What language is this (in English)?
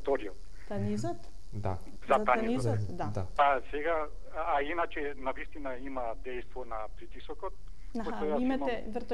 Macedonian